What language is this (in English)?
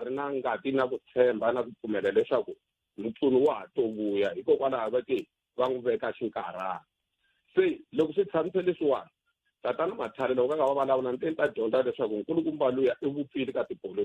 Tsonga